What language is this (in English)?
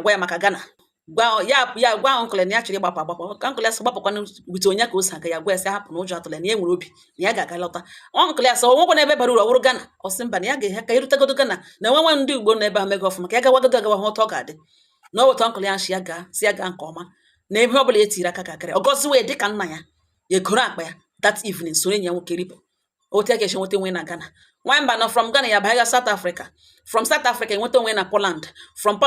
Igbo